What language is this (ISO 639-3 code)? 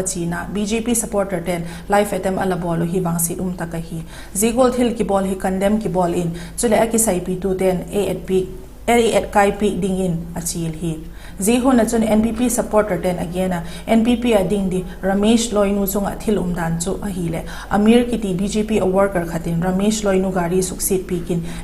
vap